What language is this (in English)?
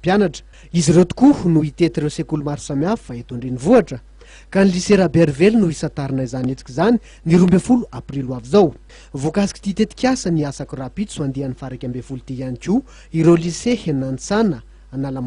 Malagasy